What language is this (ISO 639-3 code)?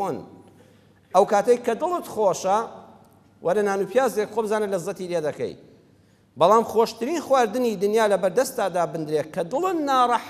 ckb